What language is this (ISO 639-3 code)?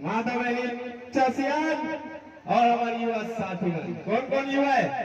hne